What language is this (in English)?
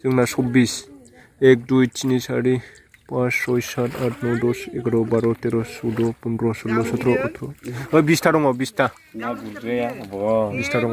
Bodo